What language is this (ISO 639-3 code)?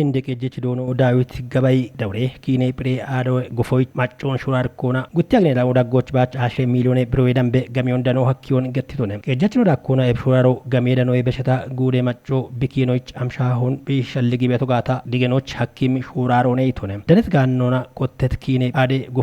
kbr